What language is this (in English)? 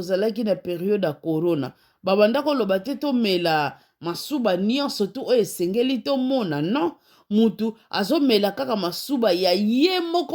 Lingala